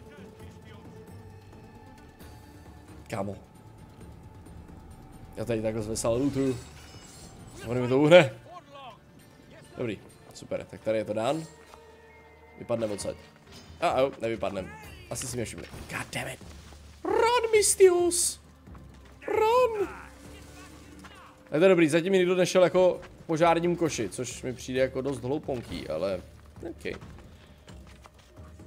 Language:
Czech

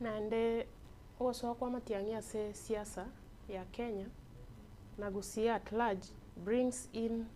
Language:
Gusii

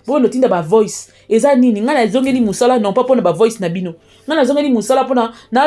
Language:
Lingala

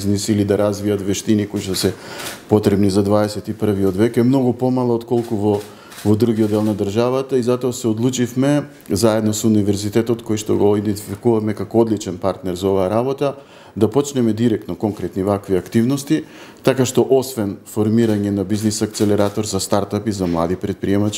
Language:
Macedonian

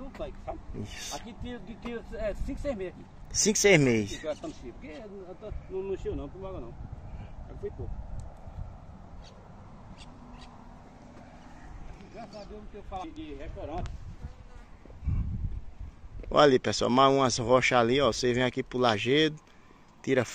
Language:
Portuguese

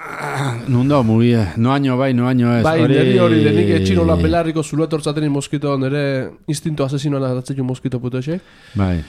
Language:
Basque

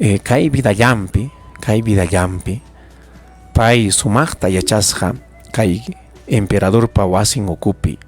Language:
Ayacucho Quechua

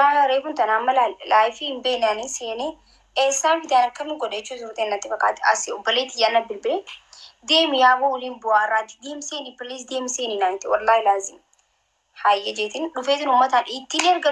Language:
Oromo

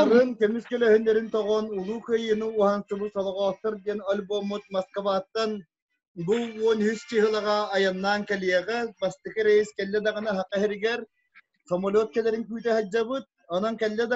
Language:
Yakut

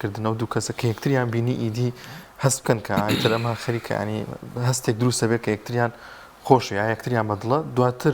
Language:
Central Kurdish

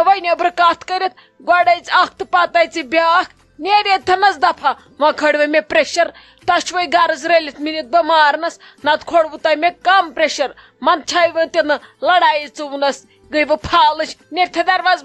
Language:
Kashmiri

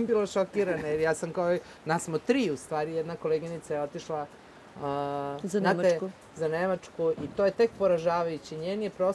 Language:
Serbian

